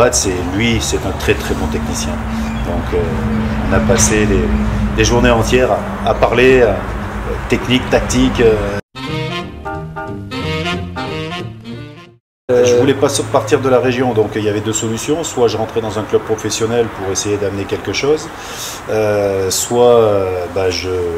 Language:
French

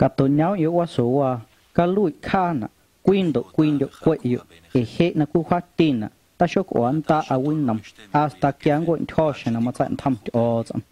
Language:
Guerrero Amuzgo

